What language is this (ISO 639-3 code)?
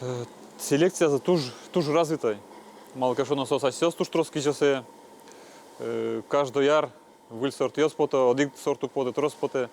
udm